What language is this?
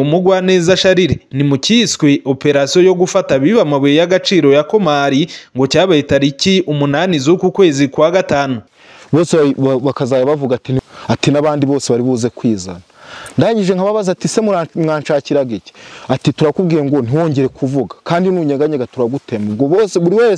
Kinyarwanda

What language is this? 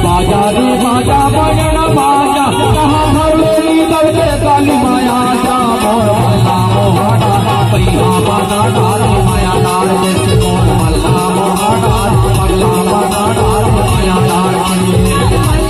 Chhattisgarhi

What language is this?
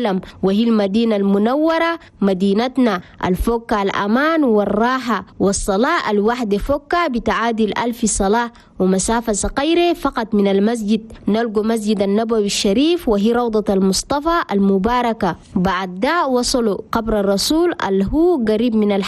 Chadian Arabic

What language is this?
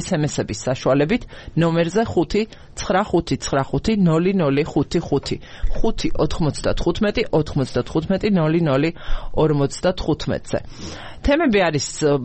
Georgian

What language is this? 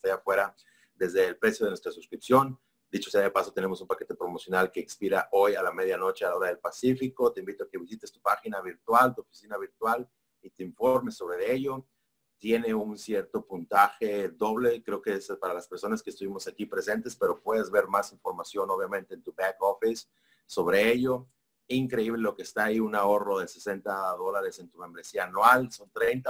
Spanish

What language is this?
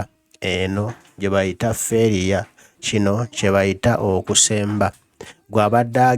Ganda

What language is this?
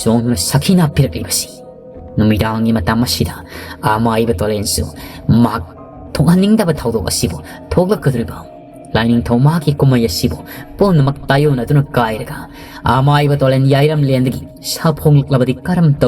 Manipuri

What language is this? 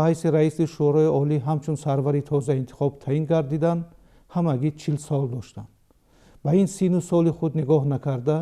Tajik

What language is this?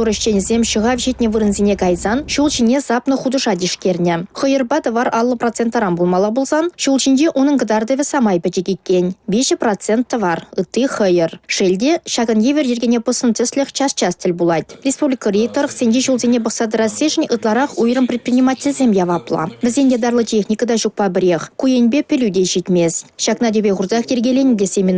Chuvash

